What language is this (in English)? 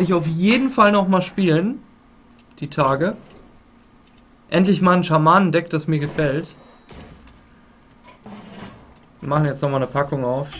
German